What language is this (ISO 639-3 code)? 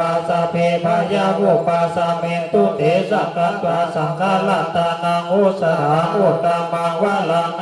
pli